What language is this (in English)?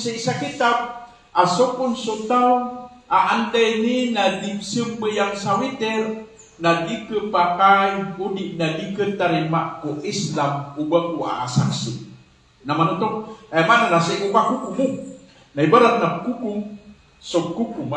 Maranao